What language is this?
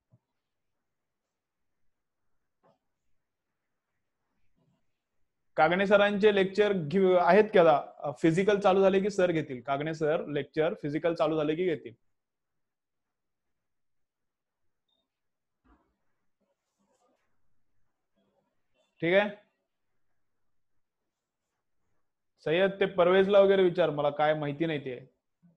Marathi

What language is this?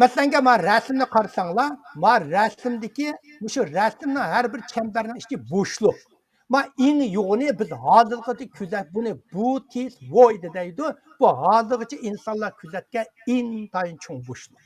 Uyghur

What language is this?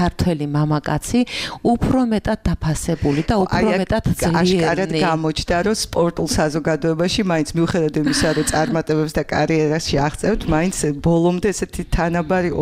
Georgian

